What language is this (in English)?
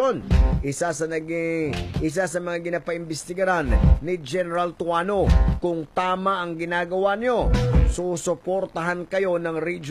Hiligaynon